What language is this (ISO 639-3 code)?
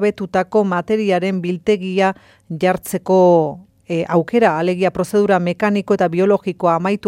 eus